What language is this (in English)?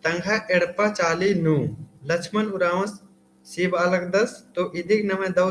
Kurukh